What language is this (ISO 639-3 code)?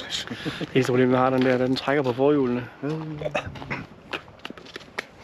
dan